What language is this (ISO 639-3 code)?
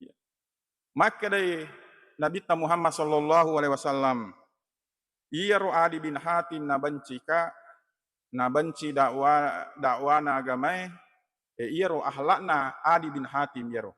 bug